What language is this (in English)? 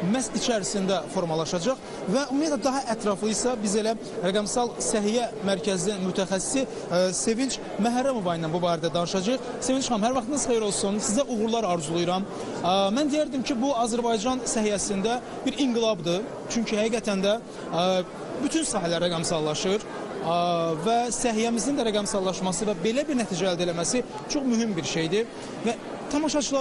Azerbaijani